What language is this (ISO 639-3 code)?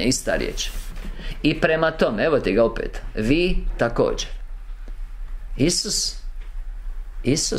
hrv